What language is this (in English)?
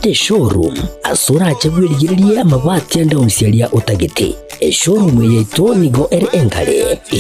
Gusii